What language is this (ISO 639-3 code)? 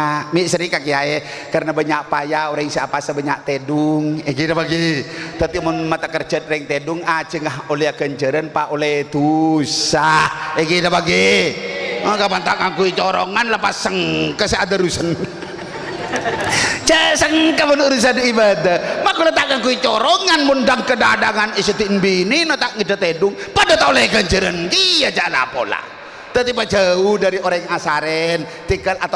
mad